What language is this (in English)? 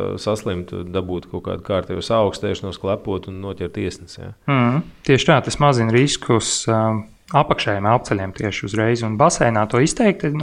Latvian